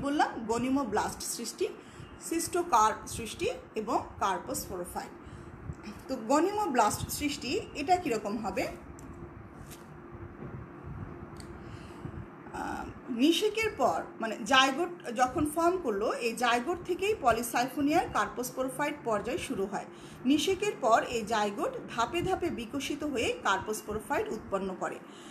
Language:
Bangla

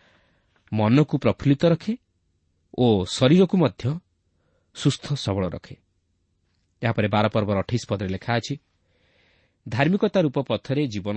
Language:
Odia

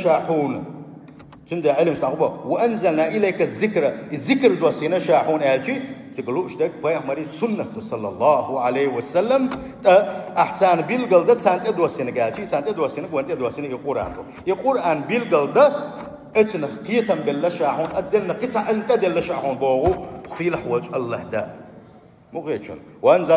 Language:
Chechen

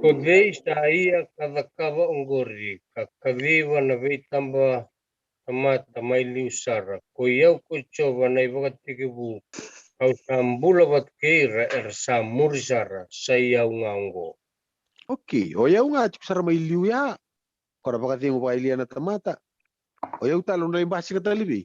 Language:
Fijian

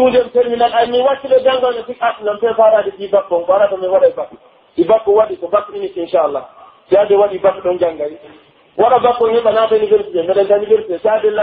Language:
Pular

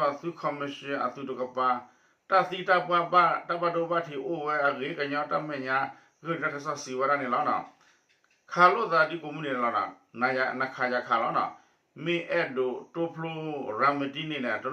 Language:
S'gaw Karen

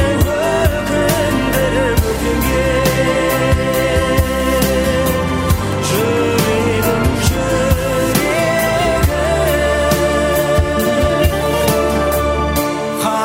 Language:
Kazakh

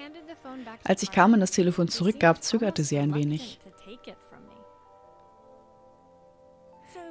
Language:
German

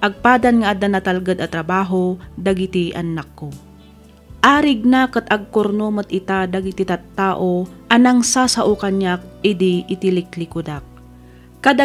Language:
Iloko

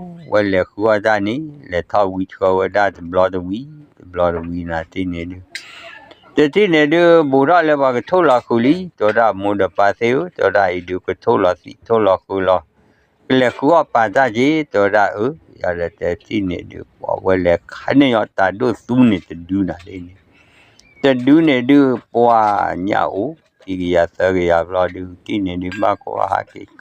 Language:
S'gaw Karen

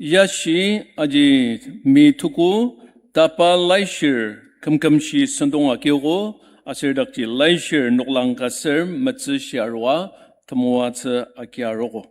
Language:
Ao Naga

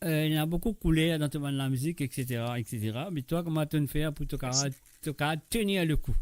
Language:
Morisyen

